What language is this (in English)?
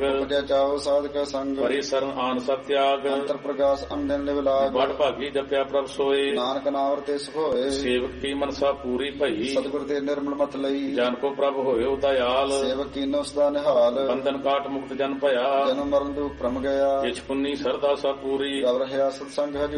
Punjabi